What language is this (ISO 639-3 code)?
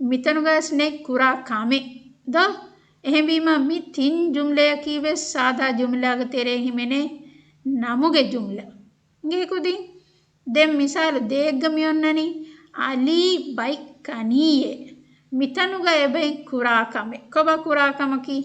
div